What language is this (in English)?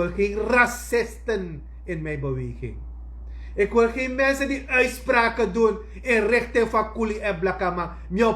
Sranan Tongo